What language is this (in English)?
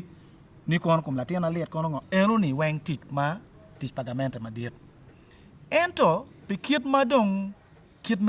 Acoli